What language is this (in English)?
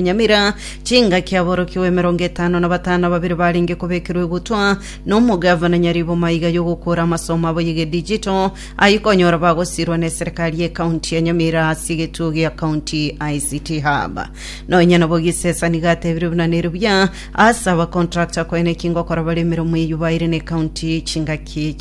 Gusii